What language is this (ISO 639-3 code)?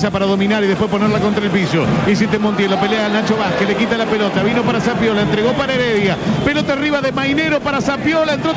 spa